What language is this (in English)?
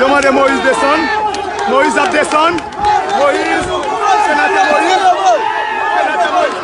Haitian Creole